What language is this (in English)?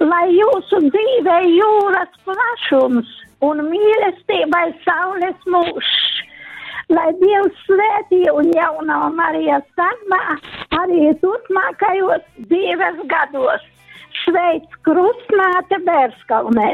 Latgalian